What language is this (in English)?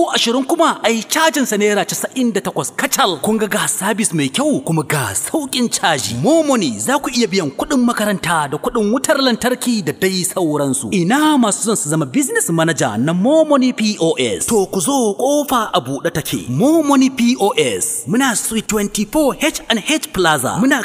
Hausa